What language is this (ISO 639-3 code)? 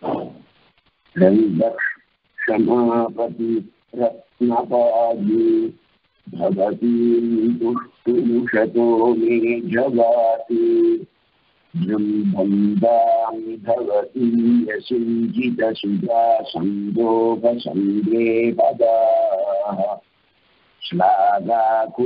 tam